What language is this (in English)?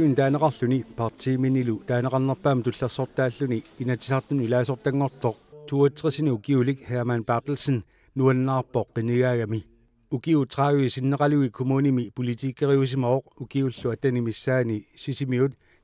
Kalaallisut